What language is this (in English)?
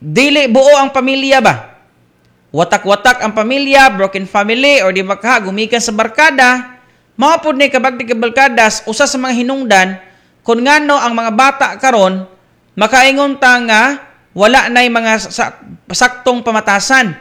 Cebuano